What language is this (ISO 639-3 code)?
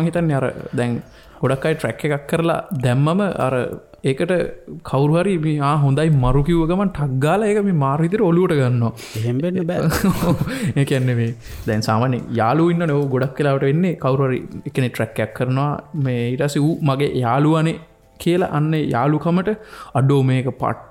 sin